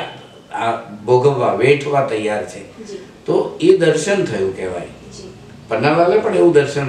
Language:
Gujarati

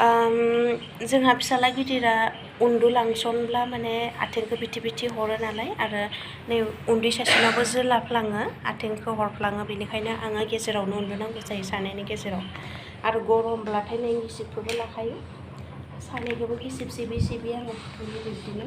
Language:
Bodo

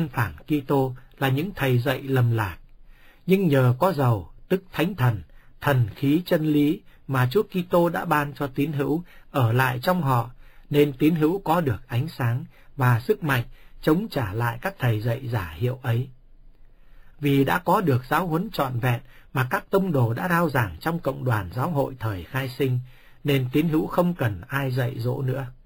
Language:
Vietnamese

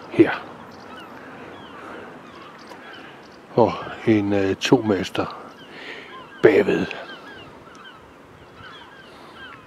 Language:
Danish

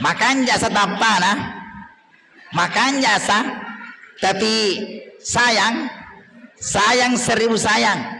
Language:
Buginese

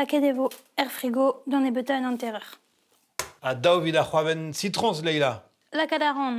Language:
Breton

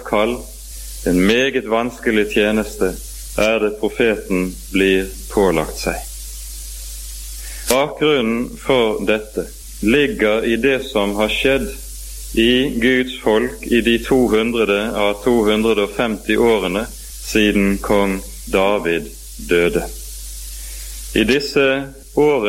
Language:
Norwegian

